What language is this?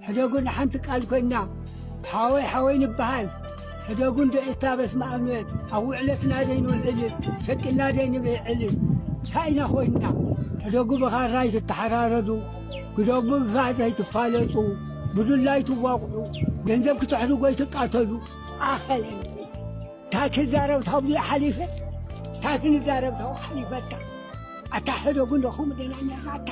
Tigrinya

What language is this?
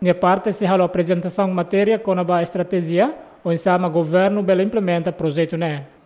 Tetum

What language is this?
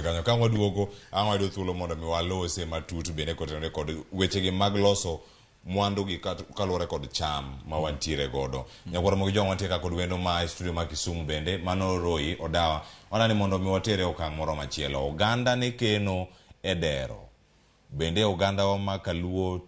Luo (Kenya and Tanzania)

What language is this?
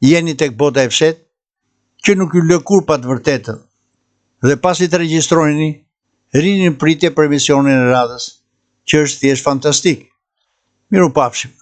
Albanian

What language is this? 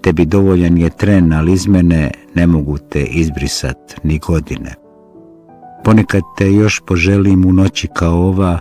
Bosnian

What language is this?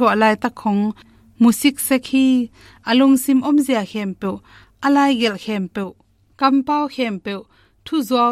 Tedim Chin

